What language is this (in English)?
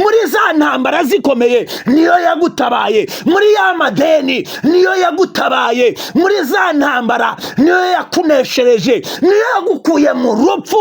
Kinyarwanda